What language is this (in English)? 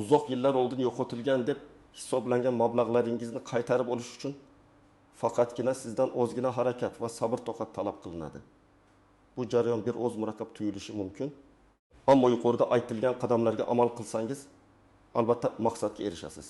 Uzbek